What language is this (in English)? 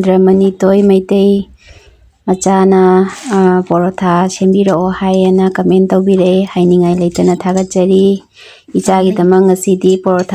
Manipuri